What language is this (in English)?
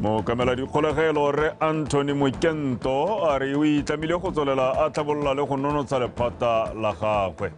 Tswana